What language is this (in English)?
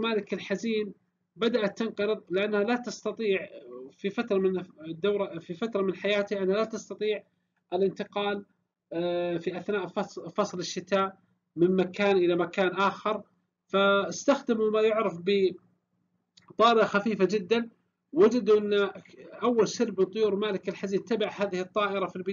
Arabic